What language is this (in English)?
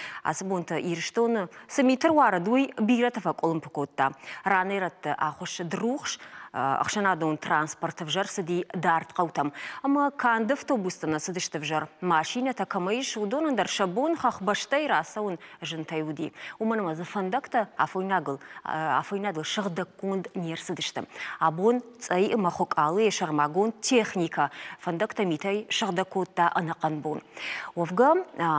Ossetic